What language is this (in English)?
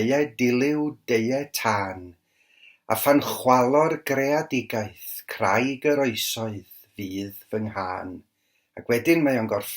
Welsh